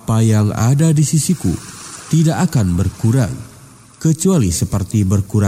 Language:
Indonesian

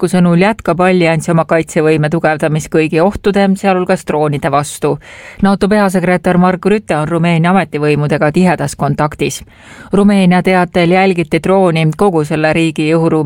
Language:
Estonian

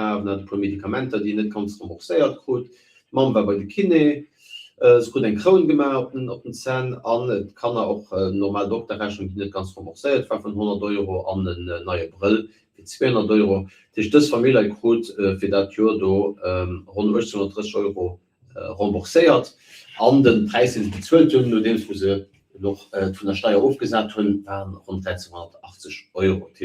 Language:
Luxembourgish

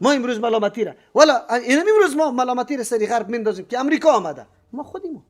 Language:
Persian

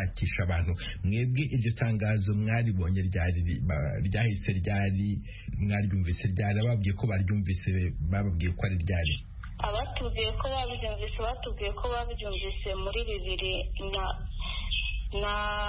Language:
Kinyarwanda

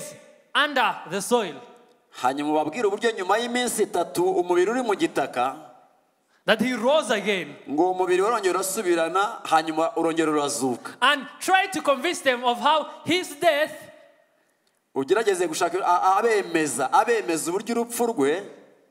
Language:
Kinyarwanda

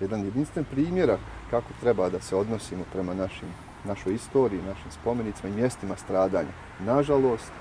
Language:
Bosnian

